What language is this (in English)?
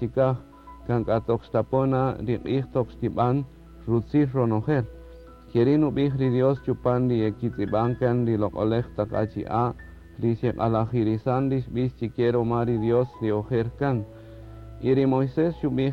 Kaqchikel